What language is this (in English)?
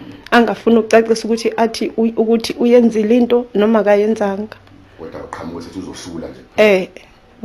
Zulu